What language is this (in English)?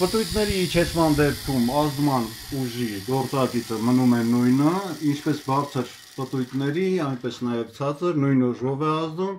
Armenian